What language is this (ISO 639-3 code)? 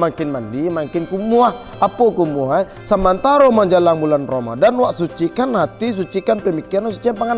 min